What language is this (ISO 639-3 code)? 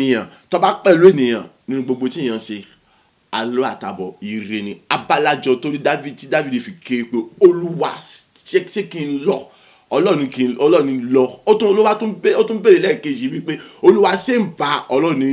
yor